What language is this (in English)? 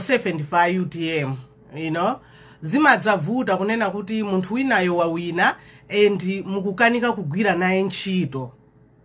Nyanja